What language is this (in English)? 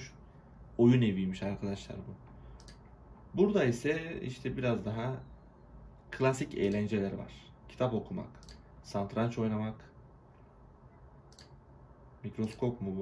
Turkish